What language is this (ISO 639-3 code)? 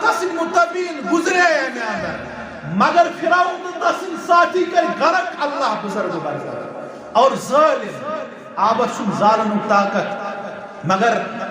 kas